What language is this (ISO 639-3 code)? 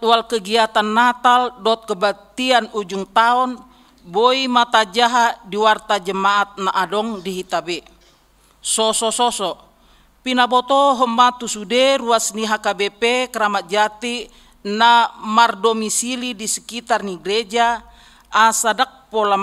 bbc